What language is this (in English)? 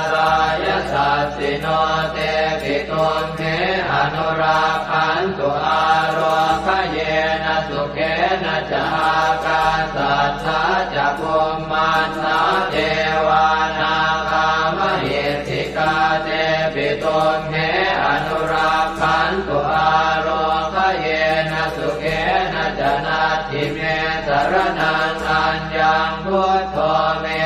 Pali